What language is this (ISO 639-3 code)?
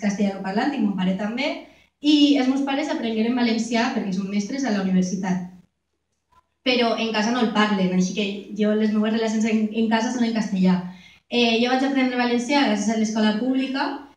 cat